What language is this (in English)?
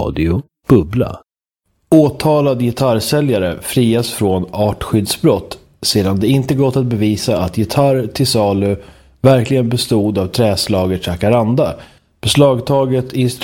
Swedish